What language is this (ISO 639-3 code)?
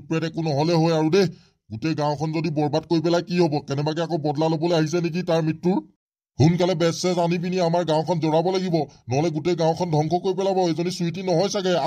asm